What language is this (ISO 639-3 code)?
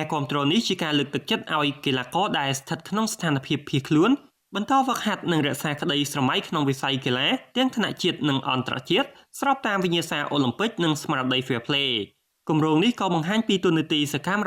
khm